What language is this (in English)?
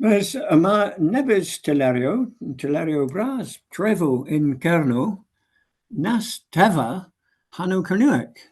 Cornish